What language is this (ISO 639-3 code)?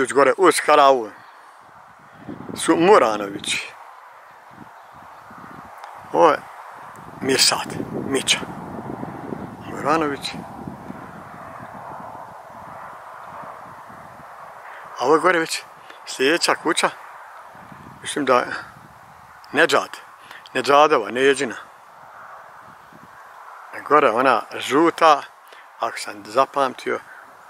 bos